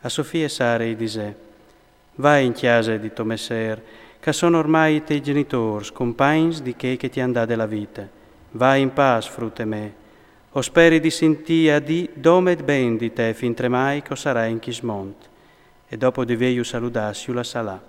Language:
Friulian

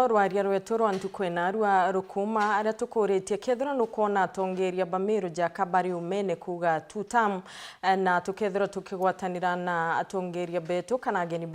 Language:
Meru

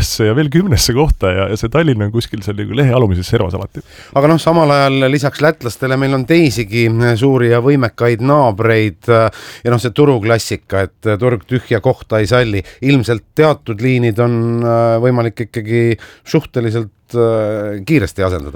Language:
Estonian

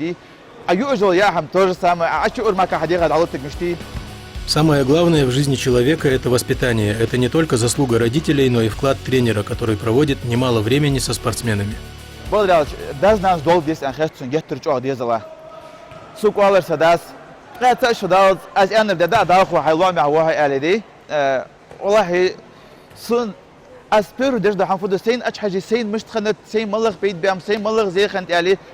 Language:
Ingush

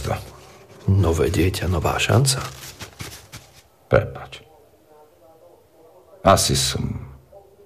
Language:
Slovak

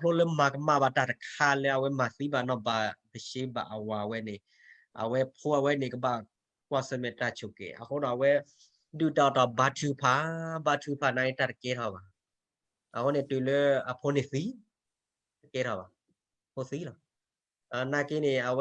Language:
S'gaw Karen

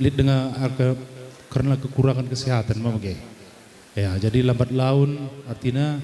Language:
Batak Karo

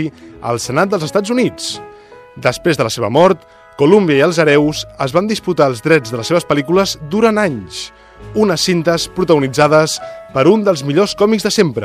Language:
Catalan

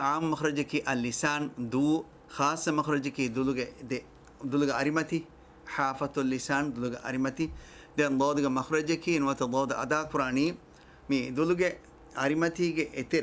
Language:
Divehi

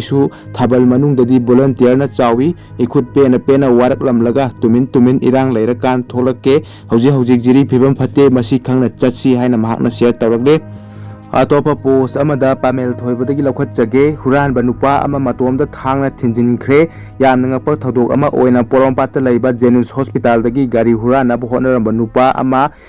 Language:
Manipuri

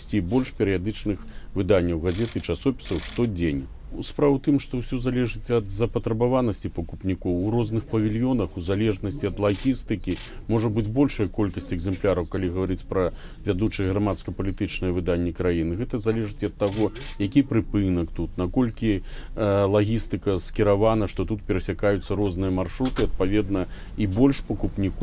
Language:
Belarusian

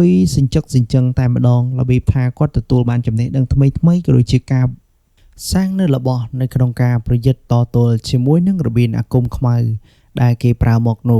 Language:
Khmer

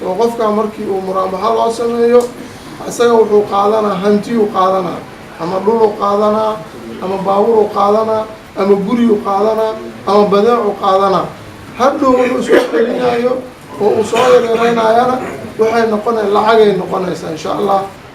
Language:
Somali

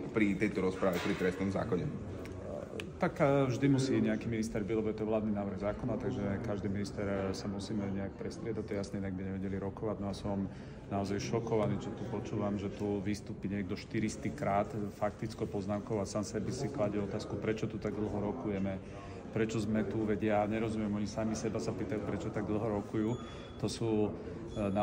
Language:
Slovak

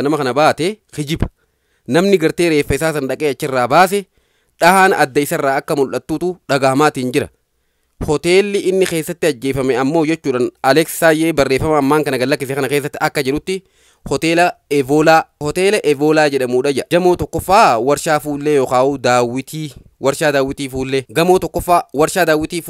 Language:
Oromo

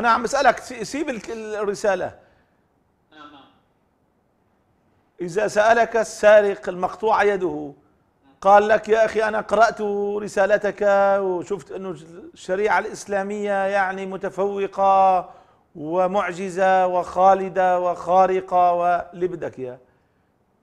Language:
Arabic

